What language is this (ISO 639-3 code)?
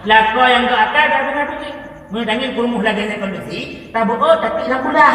ace